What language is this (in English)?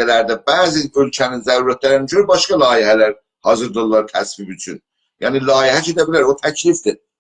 South Azerbaijani